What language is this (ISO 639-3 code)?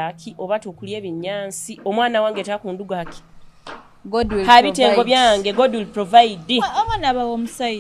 nyo